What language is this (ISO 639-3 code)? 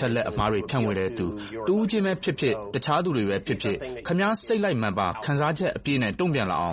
mya